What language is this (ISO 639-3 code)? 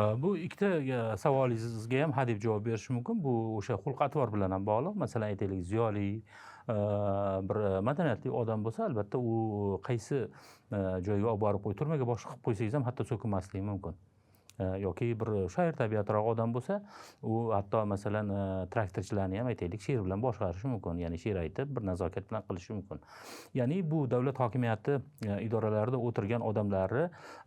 uzb